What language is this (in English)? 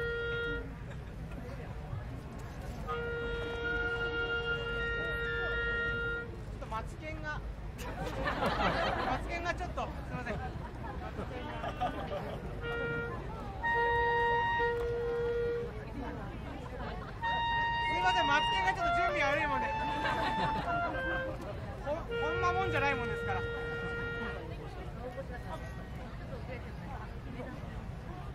Japanese